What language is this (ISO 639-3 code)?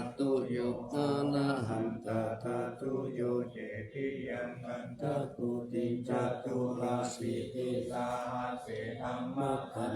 pli